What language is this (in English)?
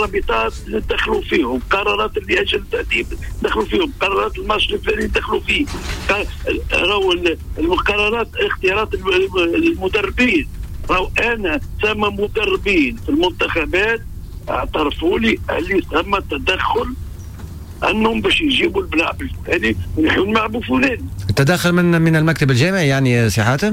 Tunisian Arabic